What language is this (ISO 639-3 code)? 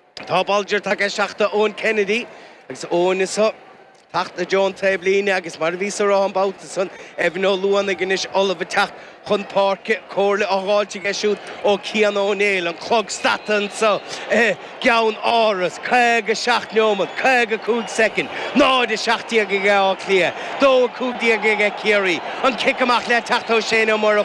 gle